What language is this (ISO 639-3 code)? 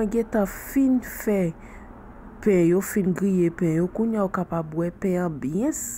hat